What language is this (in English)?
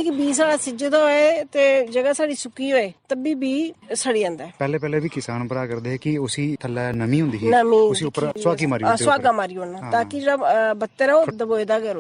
Dogri